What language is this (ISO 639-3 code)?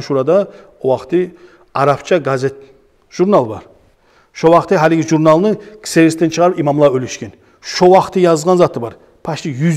kum